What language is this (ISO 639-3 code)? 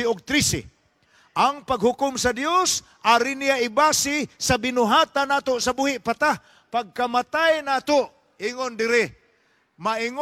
ceb